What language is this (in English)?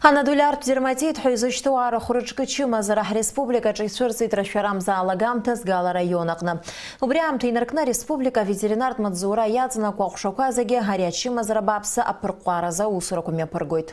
Abkhazian